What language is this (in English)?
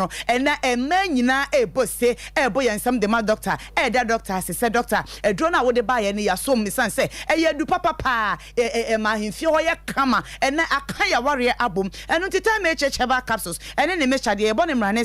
Akan